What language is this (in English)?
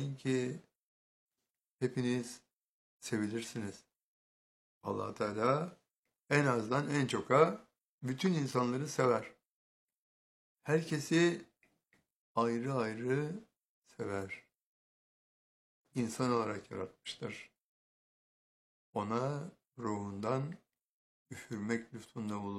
Turkish